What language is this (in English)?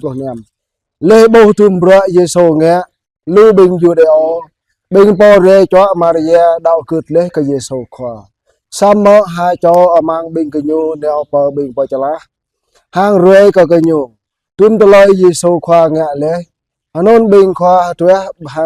Jarai